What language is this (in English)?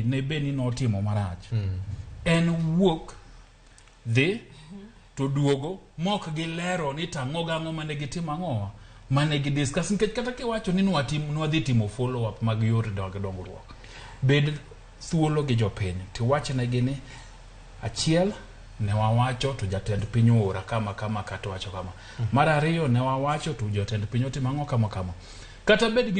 Luo (Kenya and Tanzania)